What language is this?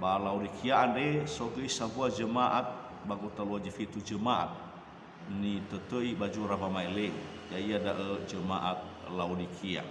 Nias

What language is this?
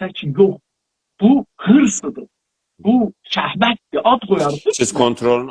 South Azerbaijani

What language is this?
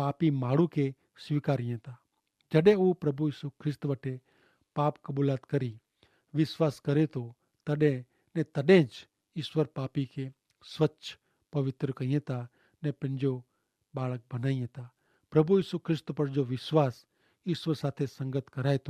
Kachhi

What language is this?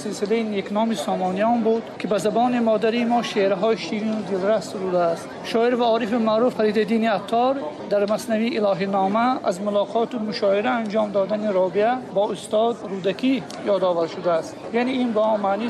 Tajik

